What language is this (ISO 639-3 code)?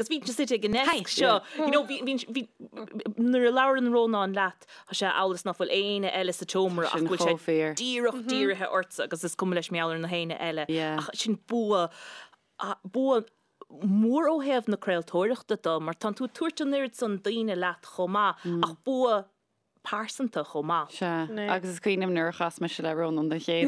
gle